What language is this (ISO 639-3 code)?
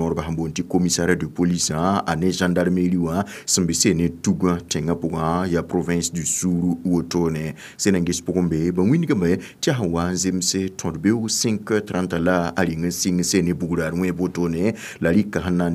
mos